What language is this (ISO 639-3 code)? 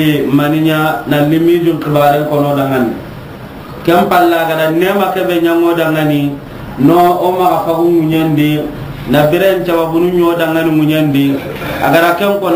snk